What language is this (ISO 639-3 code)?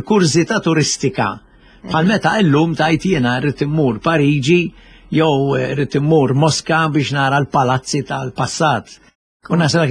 mlt